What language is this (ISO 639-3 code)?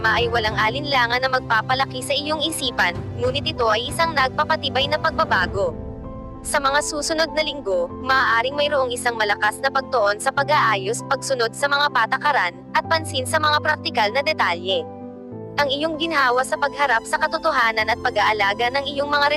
fil